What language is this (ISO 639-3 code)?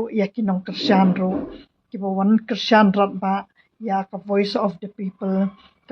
kha